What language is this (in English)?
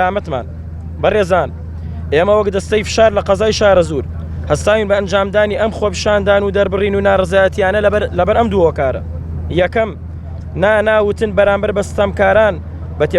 Central Kurdish